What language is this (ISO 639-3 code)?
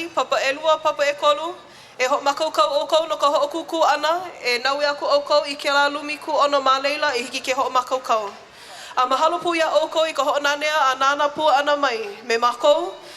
haw